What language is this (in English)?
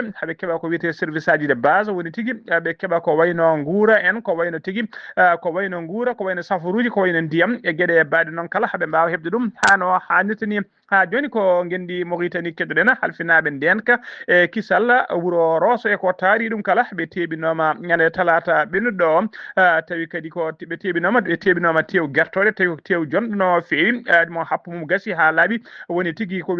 Fula